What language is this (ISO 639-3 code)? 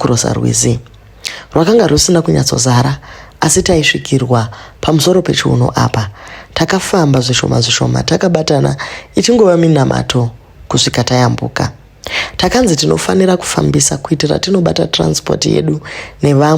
sna